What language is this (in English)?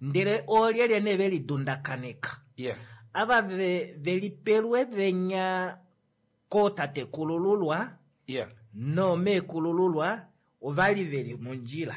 Kuanyama